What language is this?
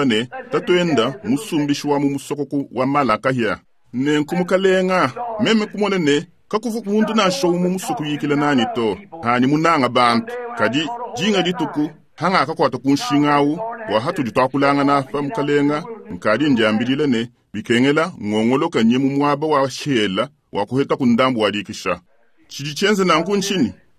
Luba-Lulua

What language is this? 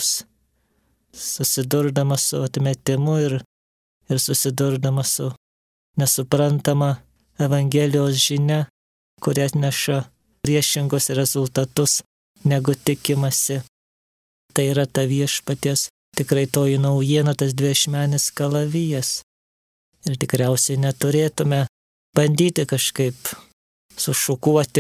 Lithuanian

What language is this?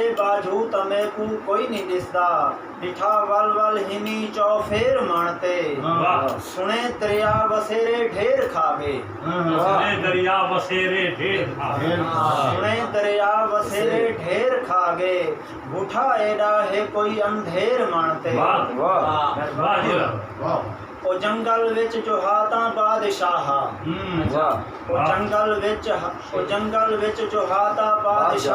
Saraiki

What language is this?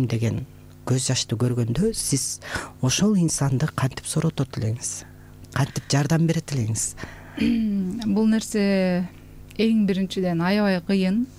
Kyrgyz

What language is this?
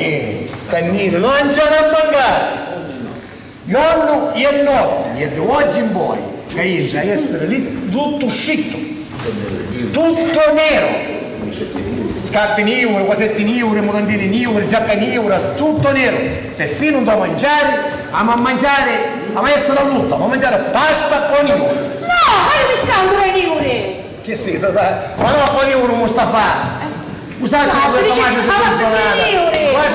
Sicilian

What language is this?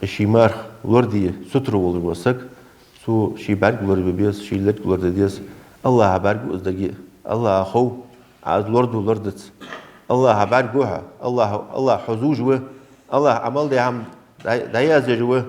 Ingush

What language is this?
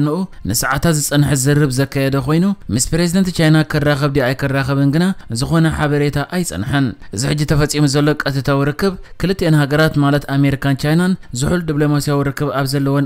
Tigrinya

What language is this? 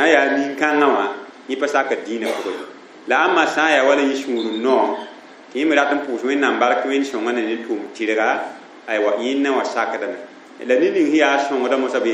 Mossi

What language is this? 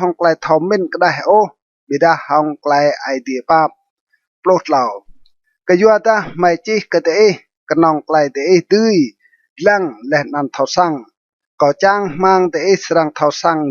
Rade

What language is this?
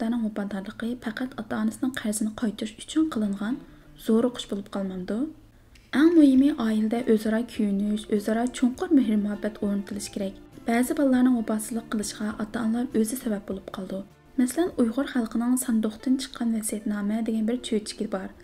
Uyghur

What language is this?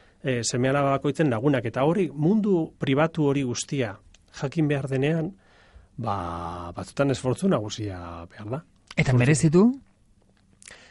Basque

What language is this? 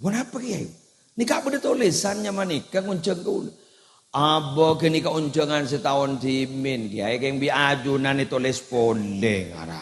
Madurese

